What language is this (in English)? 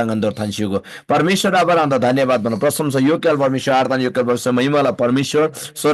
Eastern Tamang